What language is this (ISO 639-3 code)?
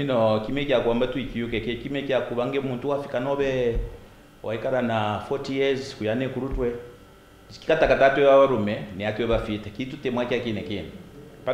kqn